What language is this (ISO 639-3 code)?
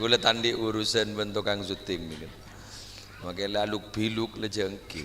mad